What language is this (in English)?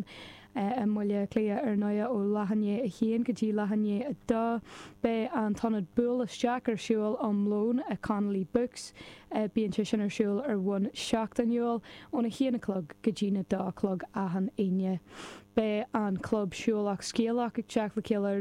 Irish